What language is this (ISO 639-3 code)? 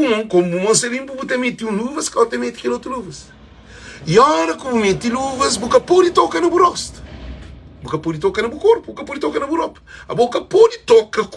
kea